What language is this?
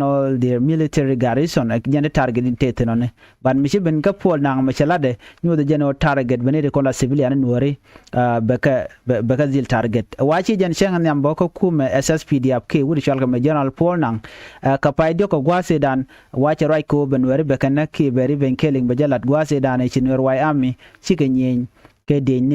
Nuer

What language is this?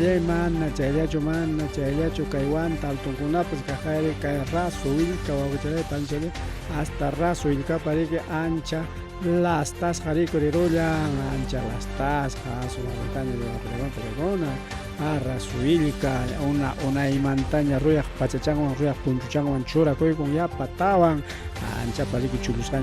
Ayacucho Quechua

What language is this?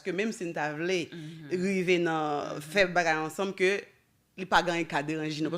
Haitian Creole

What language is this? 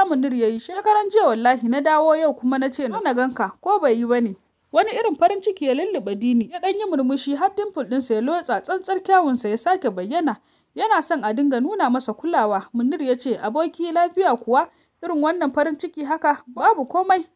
Hausa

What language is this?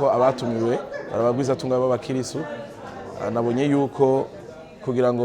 Rundi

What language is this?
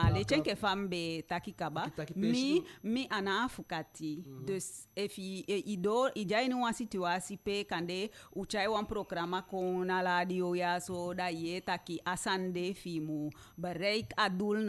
Eastern Maroon Creole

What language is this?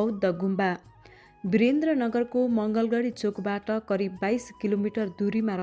Nepali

